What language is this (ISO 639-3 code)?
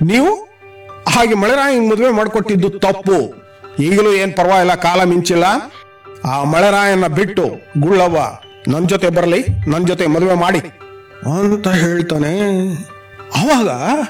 kan